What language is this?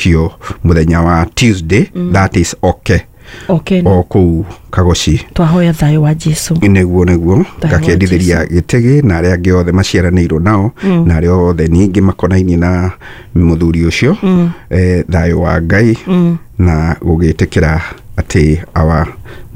Kikuyu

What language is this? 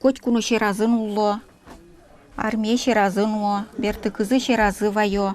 Udmurt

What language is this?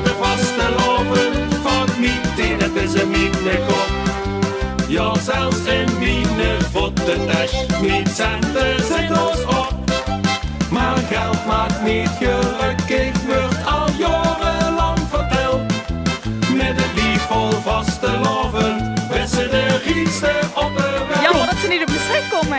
Limburgish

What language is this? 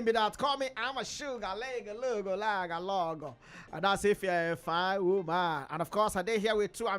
Nigerian Pidgin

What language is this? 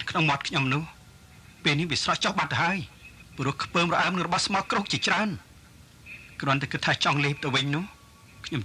Khmer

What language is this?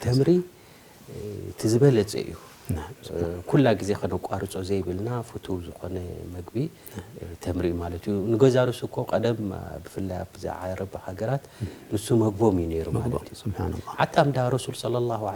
Tigrinya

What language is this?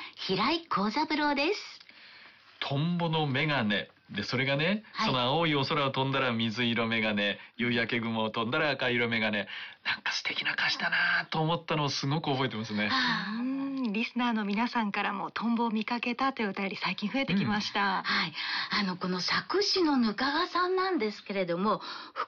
Japanese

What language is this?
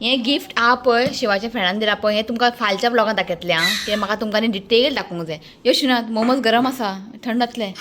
Konkani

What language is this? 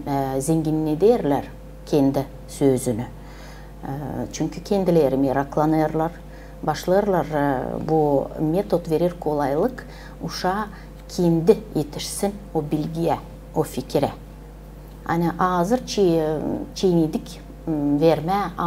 Gagauz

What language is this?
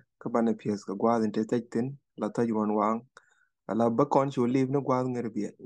Nuer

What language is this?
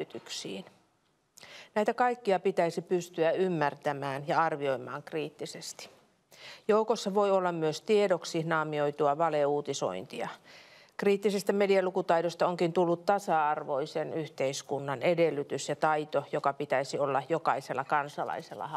Finnish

